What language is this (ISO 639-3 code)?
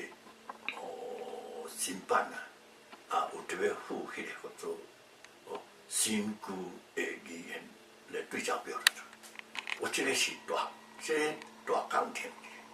nan